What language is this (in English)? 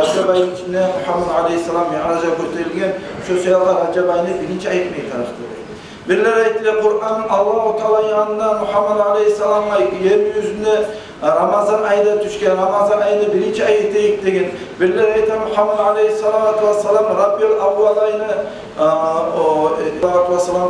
Kumyk